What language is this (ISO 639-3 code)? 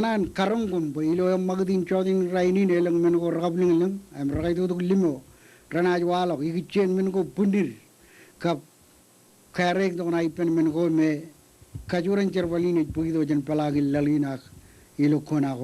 mah